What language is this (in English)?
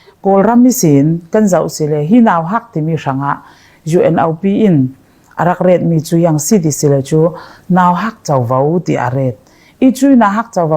Falam Chin